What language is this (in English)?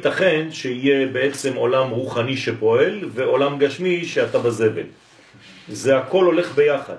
Hebrew